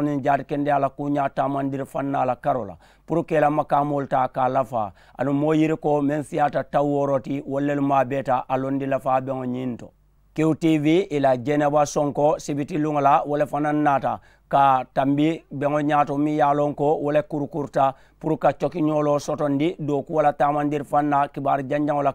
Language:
Mandingo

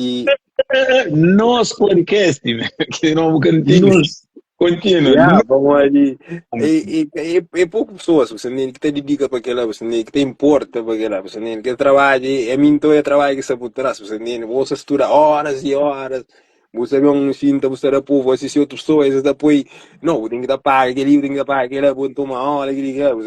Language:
Kabuverdianu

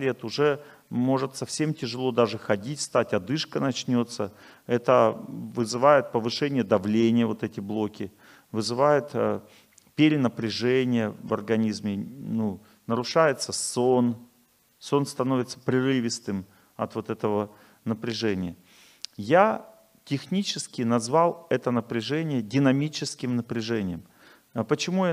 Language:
Russian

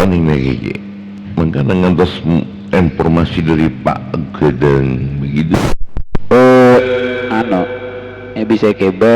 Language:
Madurese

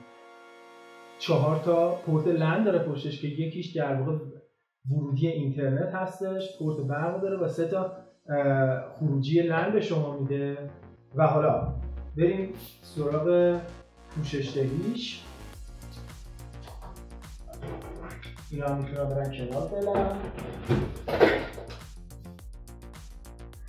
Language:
Persian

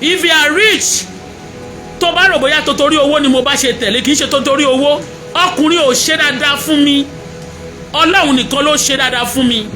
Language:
Yoruba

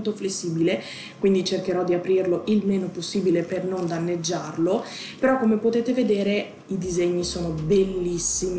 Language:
Italian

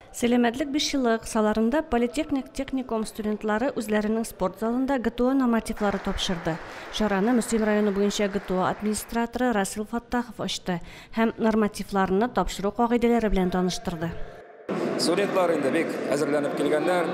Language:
Tatar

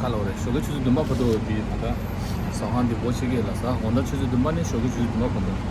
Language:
Tibetan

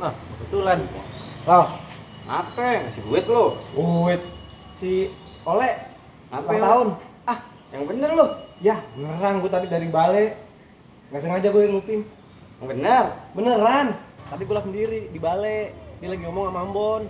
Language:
Betawi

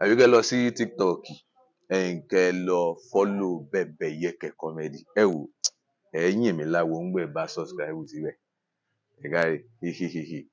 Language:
Yoruba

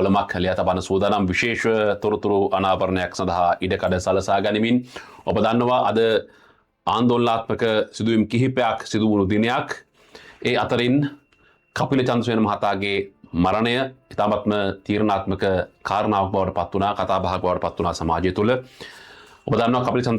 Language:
Sinhala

